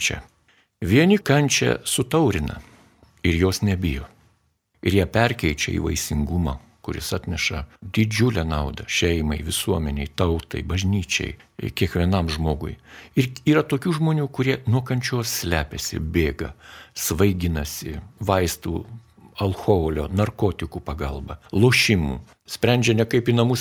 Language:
Lithuanian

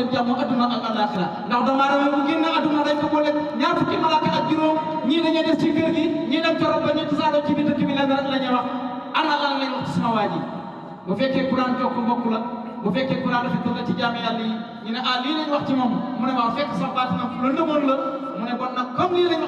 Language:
Wolof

